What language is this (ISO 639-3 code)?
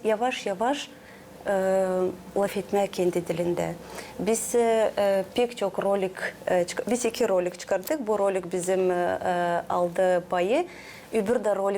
gag